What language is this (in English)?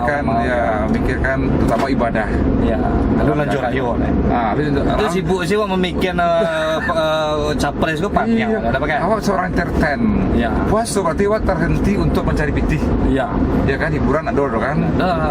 Minangkabau